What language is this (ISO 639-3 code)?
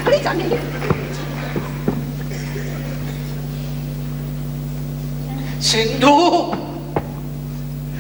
mar